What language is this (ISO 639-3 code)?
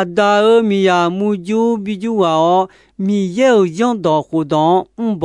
ahk